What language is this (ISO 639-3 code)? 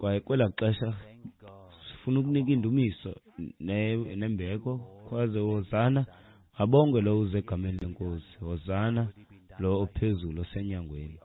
xho